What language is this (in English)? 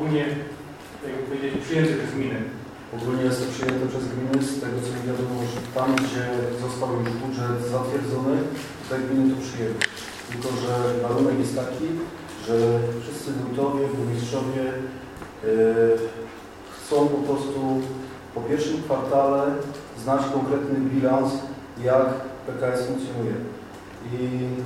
Polish